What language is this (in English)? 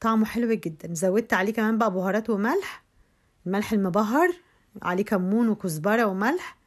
Egyptian Arabic